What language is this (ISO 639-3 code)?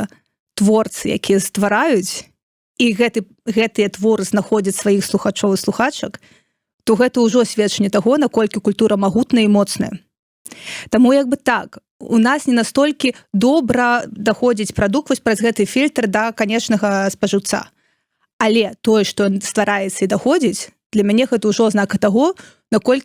bel